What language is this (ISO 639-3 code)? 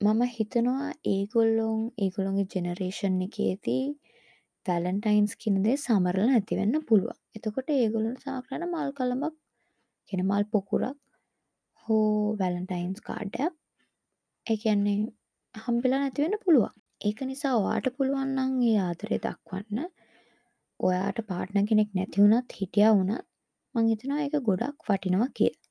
sin